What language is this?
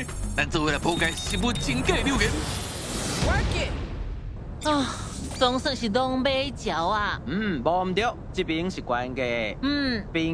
Min Nan Chinese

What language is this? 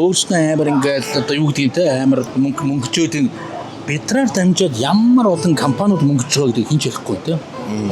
Mongolian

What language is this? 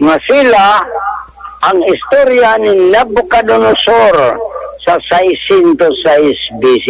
Cebuano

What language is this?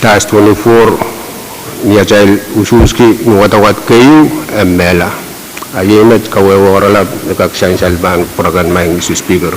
Pohnpeian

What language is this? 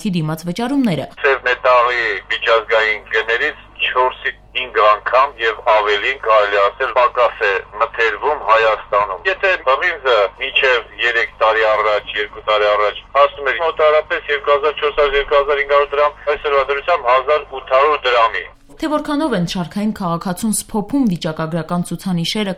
Armenian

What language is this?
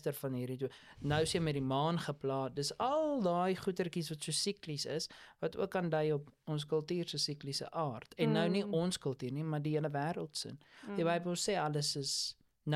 Afrikaans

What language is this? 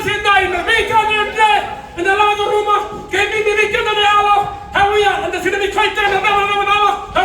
Fijian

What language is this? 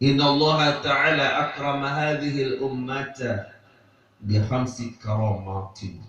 Sasak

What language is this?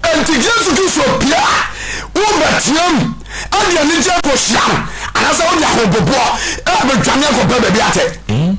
Akan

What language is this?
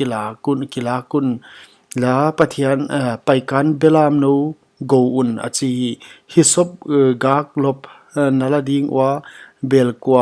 Paite Chin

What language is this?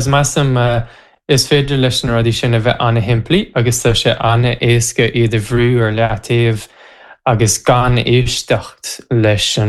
Irish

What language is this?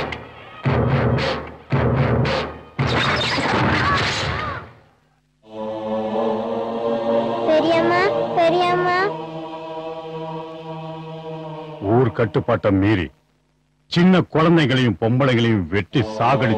Tamil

